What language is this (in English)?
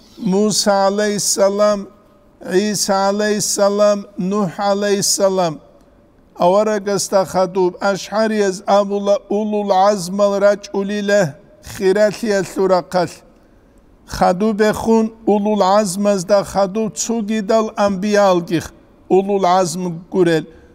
Avaric